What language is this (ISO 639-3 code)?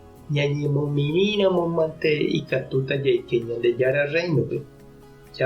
grn